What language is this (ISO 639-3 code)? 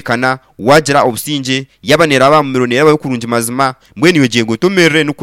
nyn